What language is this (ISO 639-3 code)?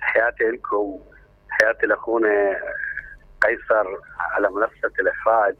acm